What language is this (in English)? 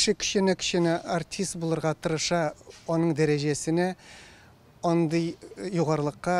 Tatar